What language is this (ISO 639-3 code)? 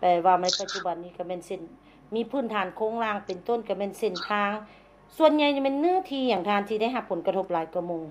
lao